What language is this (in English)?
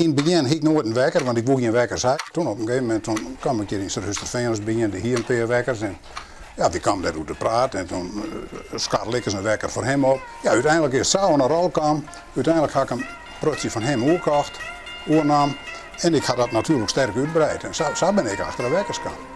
Western Frisian